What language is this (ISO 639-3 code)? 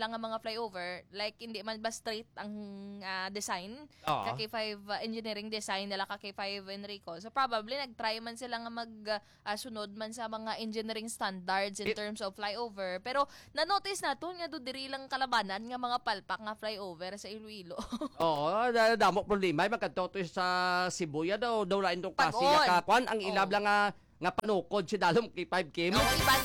hil